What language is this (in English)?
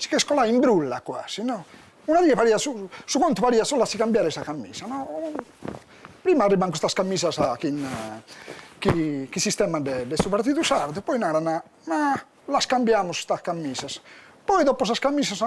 Sardinian